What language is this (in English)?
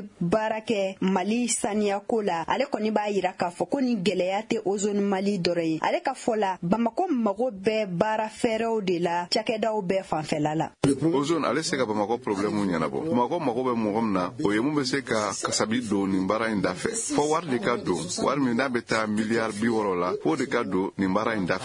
Bambara